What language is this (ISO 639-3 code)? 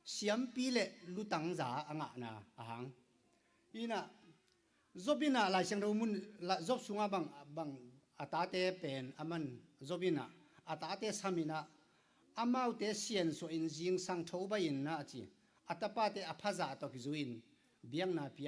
ctd